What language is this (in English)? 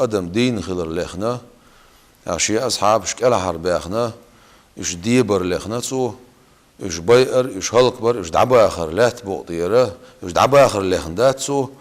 Chechen